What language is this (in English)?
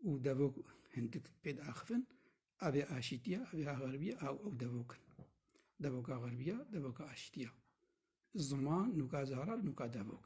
Kurdish